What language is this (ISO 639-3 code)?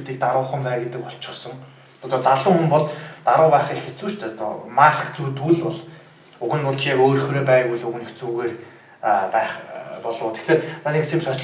mon